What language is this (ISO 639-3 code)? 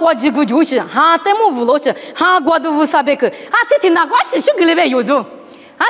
lis